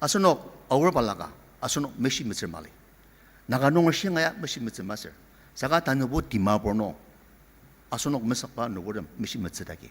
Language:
Ao Naga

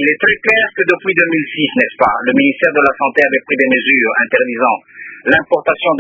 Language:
French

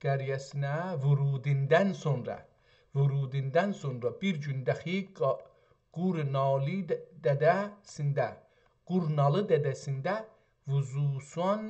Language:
South Azerbaijani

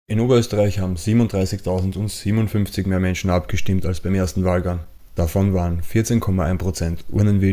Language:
German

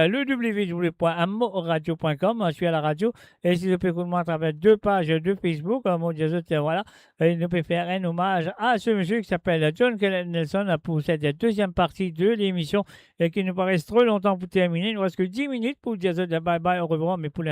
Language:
Morisyen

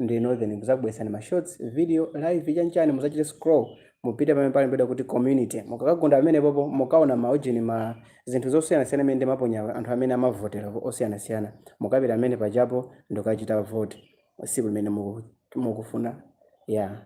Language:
Nyanja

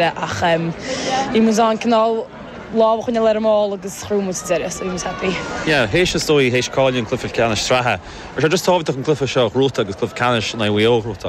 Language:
Irish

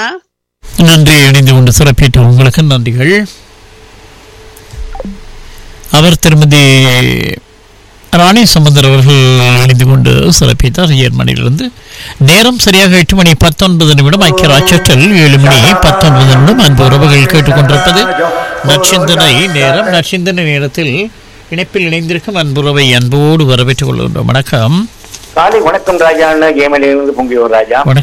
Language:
Tamil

